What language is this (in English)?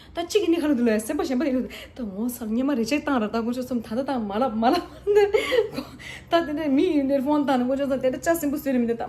Tibetan